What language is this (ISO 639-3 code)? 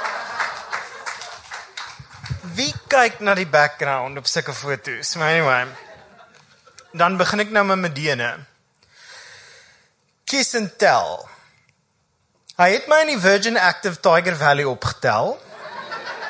afr